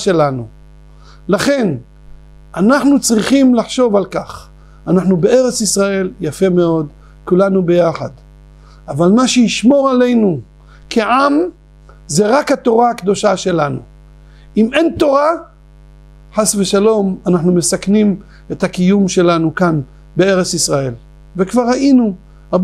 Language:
Hebrew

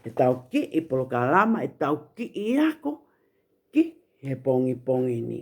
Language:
Tongan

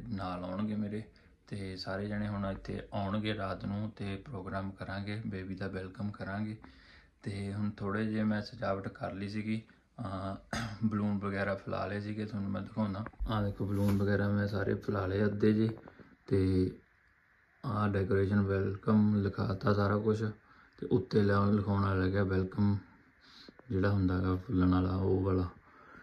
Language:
Punjabi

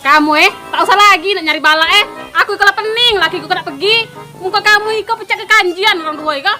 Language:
Musi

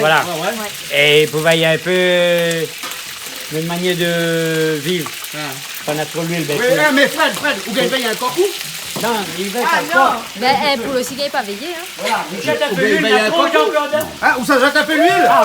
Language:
Réunion Creole French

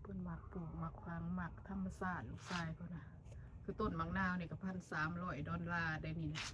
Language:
Lao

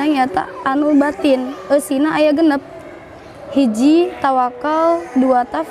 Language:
Sundanese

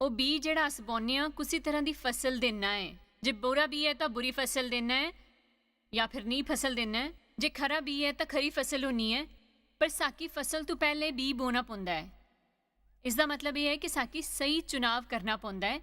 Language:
Dogri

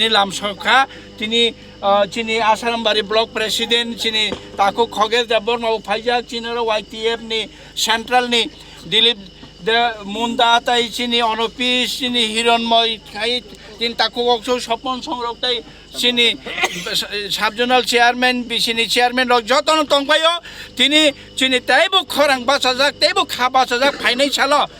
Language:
Kok Borok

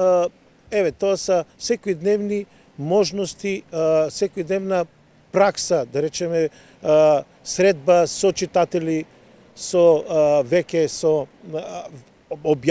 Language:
Macedonian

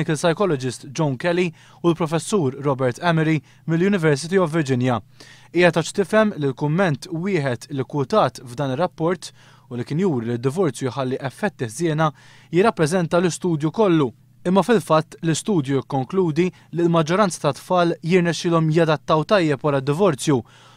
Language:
Maltese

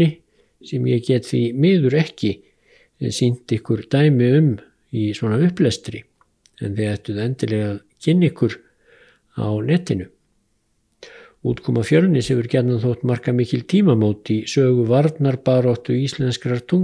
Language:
Icelandic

